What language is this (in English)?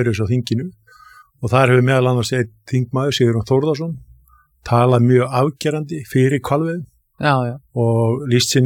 Icelandic